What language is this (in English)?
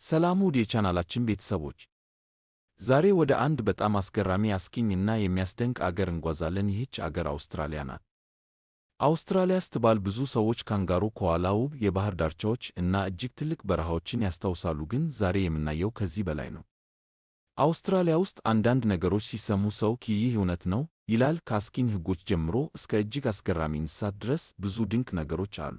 Amharic